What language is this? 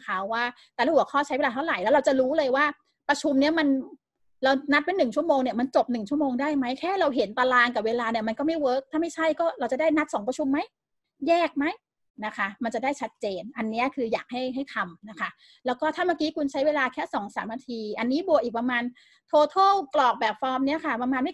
Thai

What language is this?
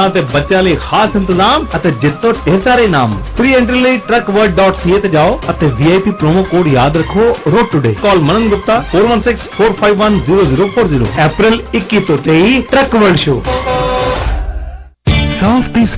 Punjabi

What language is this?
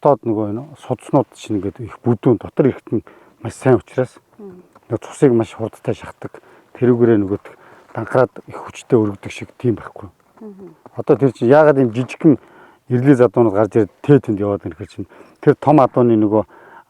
Mongolian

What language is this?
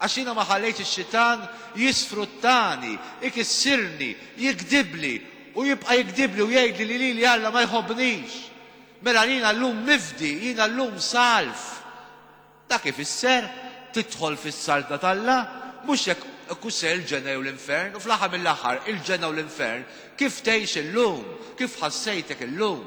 Maltese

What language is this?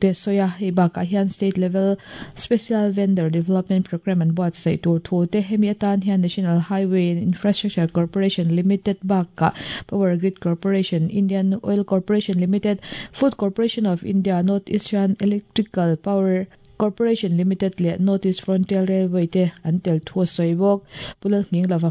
Mizo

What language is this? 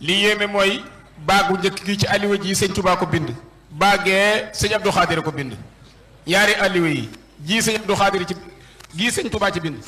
Wolof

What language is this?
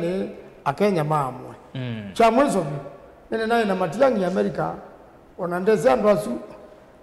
Kamba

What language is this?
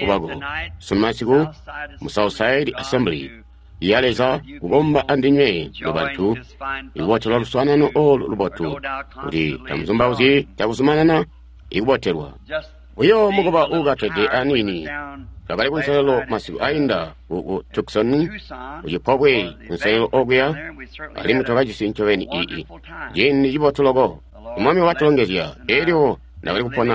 Tonga (Zambia)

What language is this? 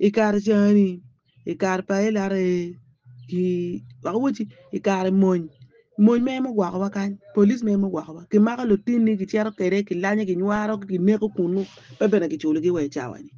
Acoli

